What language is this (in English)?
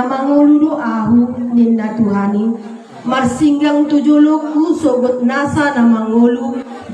Batak Toba